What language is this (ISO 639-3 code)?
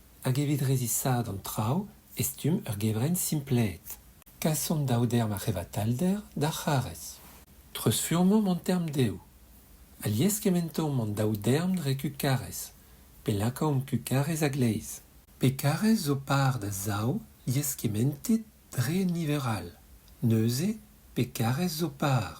bre